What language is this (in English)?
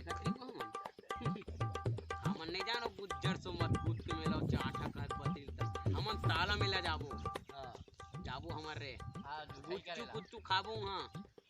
Chhattisgarhi